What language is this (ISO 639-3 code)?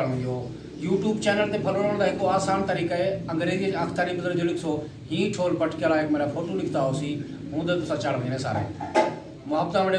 skr